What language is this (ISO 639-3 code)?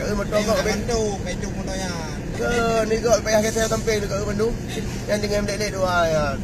ace